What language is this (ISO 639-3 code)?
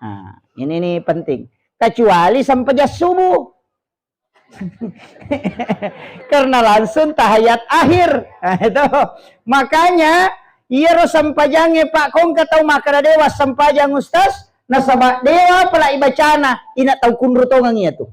bug